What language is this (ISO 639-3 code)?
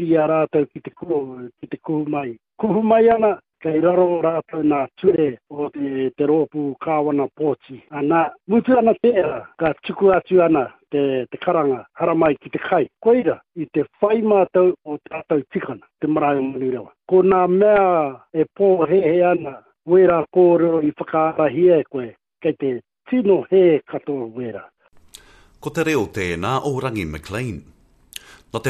mri